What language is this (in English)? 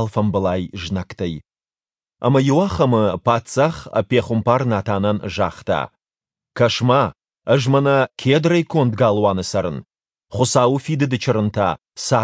Ossetic